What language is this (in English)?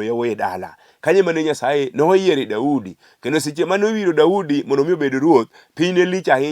Luo (Kenya and Tanzania)